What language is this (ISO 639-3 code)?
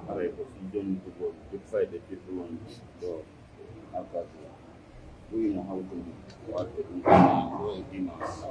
fuf